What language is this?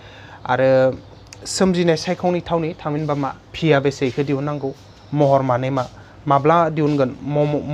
Bodo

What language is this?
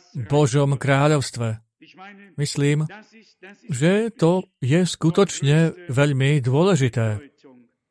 Slovak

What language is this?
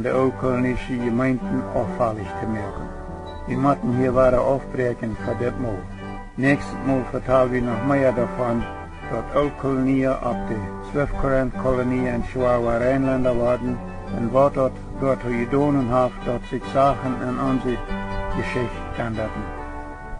Plautdietsch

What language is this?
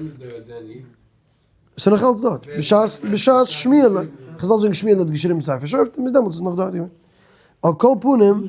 Yiddish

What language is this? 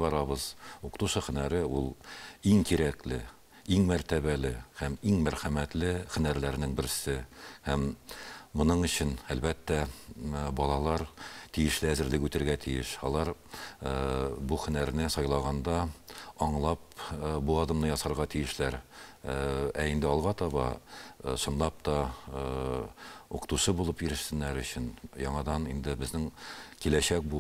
Tatar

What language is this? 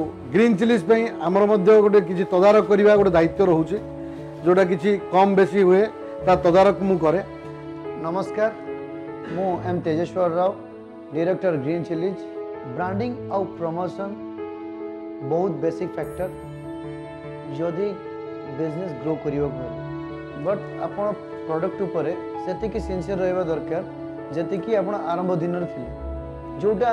Odia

